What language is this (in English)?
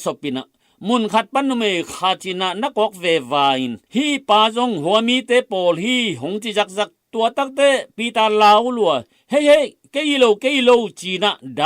Tedim Chin